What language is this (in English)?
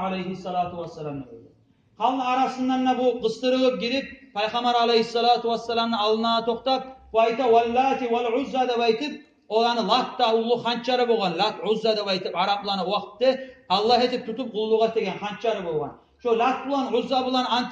Kumyk